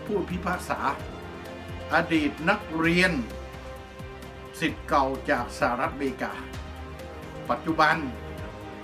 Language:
Thai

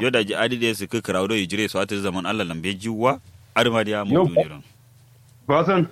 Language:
Kanuri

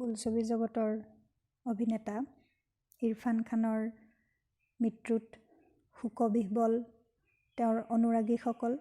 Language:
Assamese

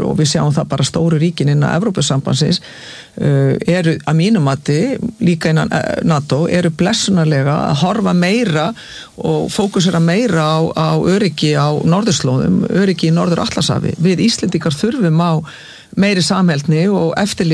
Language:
Icelandic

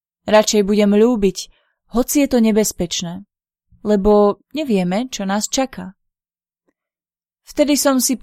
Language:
Slovak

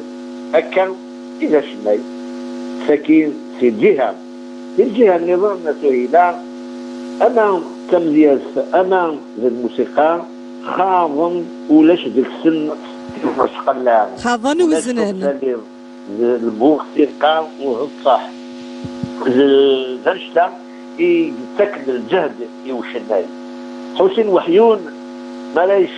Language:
Kabyle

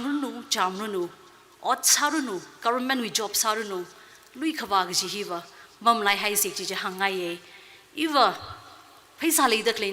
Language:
Tangkhul Naga (India)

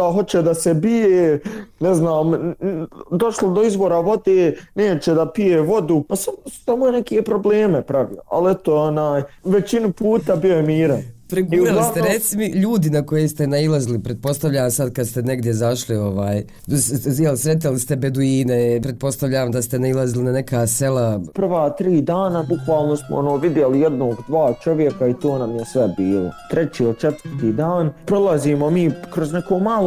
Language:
Bosnian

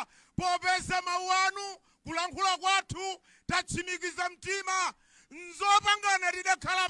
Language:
Nyanja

